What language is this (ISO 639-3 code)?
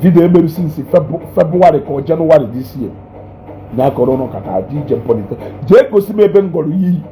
ibo